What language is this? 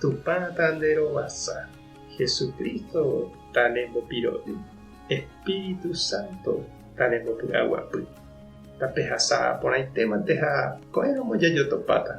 Guarani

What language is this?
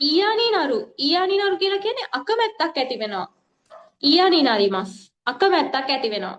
Sinhala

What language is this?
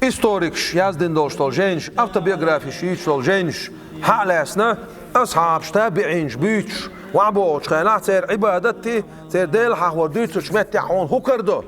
Chechen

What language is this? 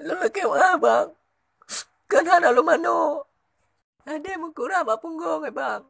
Achinese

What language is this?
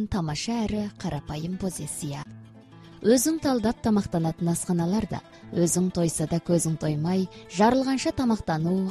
Kazakh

